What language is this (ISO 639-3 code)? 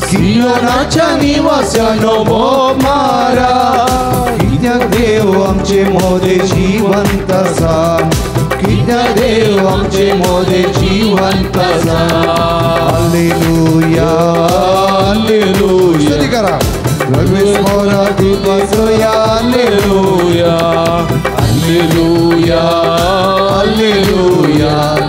kok